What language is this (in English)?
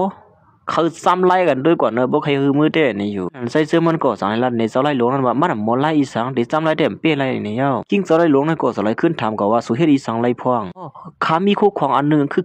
Shan